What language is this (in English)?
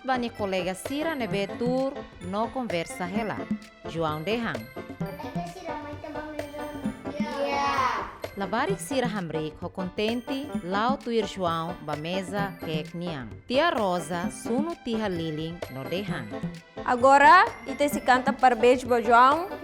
Tetum